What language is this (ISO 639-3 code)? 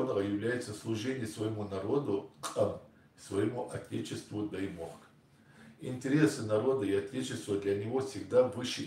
inh